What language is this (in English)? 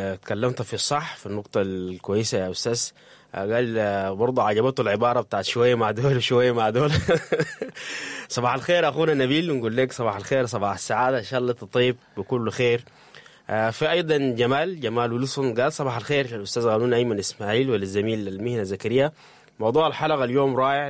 Sudanese Arabic